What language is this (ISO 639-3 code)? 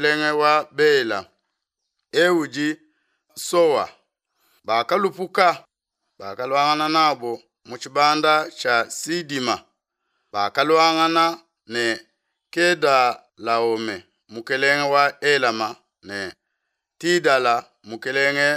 lua